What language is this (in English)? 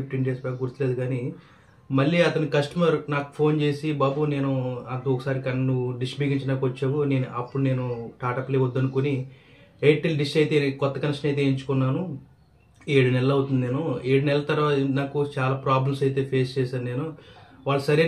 Telugu